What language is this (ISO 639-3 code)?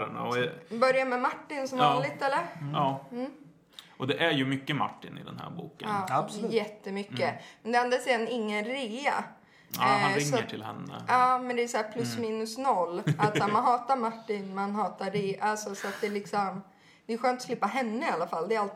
swe